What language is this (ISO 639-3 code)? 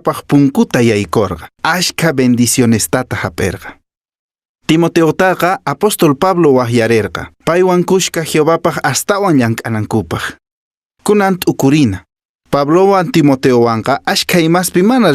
que